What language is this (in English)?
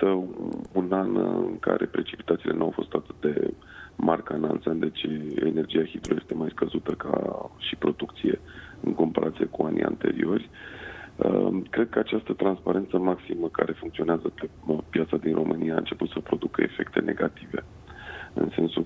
Romanian